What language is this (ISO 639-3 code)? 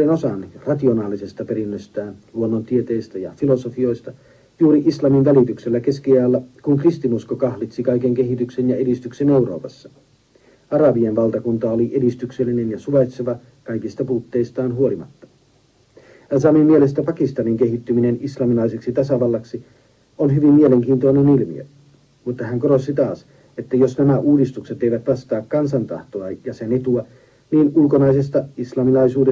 fin